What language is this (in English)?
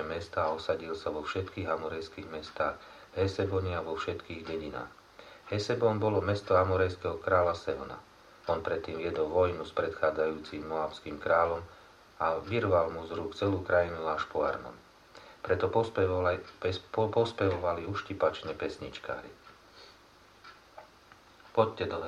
Slovak